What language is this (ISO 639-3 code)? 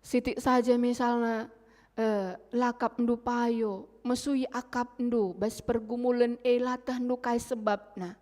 btx